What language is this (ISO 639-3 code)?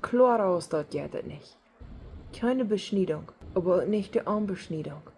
pdt